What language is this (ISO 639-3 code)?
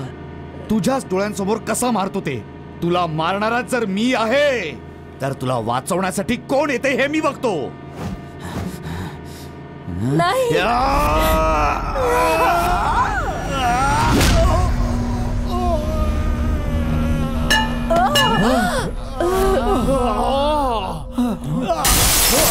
mar